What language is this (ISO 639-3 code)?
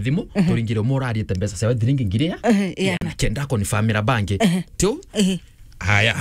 mer